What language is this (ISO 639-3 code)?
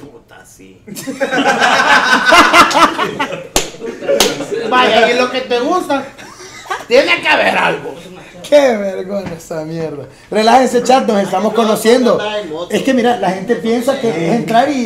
spa